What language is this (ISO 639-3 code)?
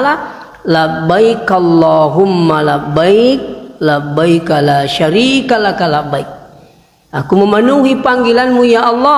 bug